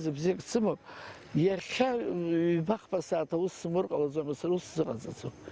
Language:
Abkhazian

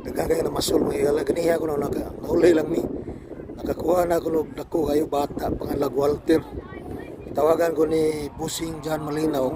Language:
Cebuano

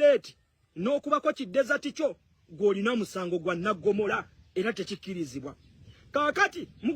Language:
Ganda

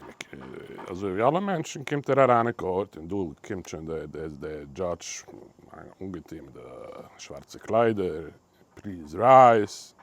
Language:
Yiddish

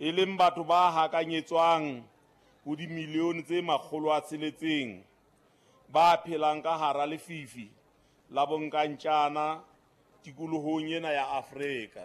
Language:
Southern Sotho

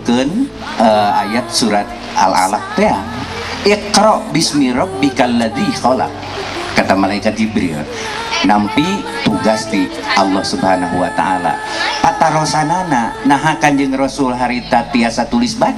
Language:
Sundanese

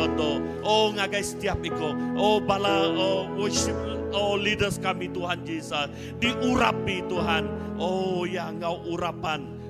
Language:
Iban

